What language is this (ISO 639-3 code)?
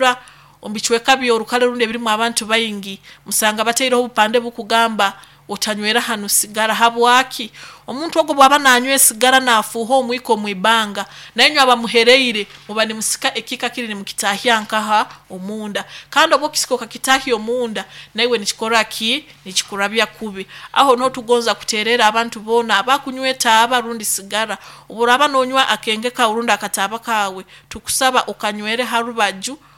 nyo